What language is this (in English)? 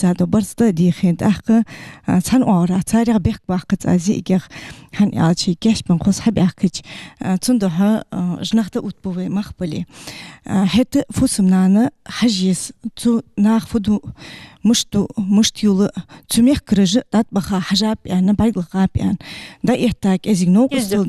Ingush